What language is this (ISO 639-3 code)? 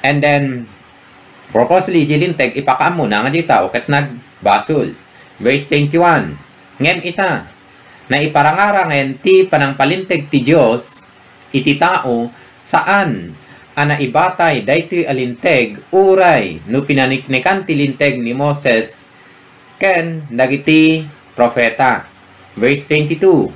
ilo